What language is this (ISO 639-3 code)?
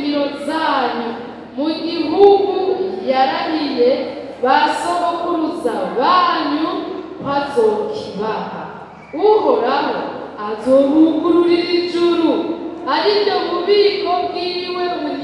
run